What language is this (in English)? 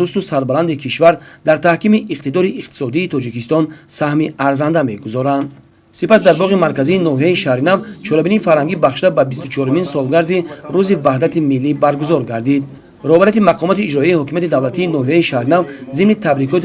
Tajik